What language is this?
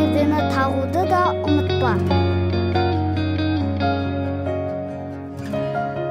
Kazakh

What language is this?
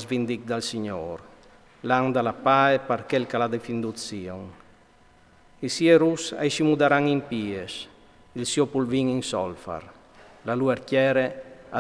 Friulian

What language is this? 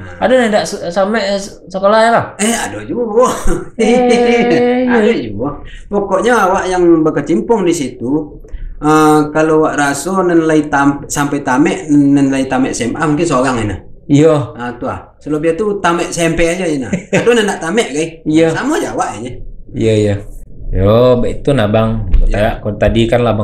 Minangkabau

